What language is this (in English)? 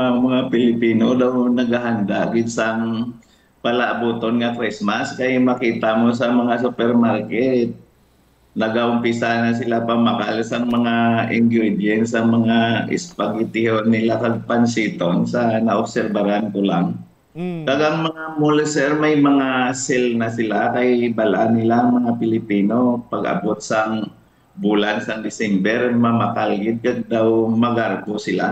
Hiligaynon